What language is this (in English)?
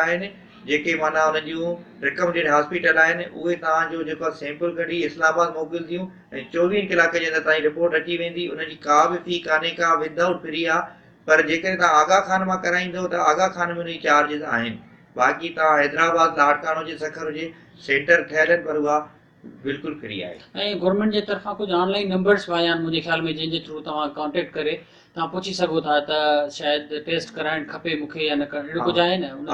Sindhi